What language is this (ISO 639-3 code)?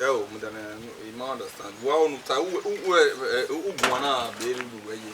bin